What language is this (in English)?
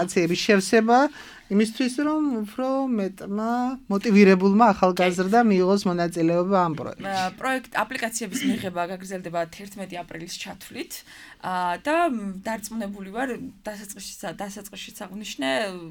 Georgian